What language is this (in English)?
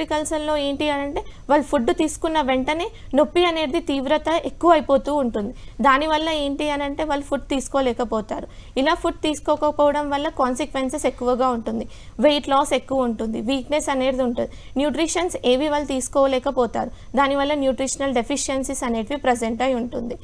Telugu